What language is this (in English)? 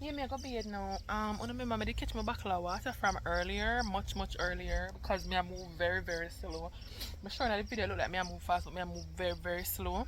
Jamaican Creole English